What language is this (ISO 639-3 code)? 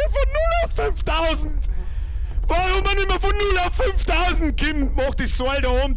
bar